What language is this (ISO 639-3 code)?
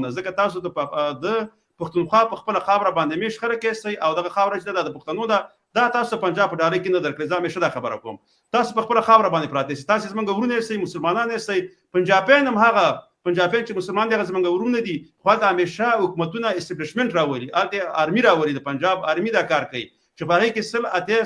pus